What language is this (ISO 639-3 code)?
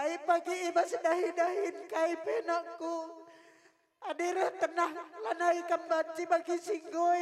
btx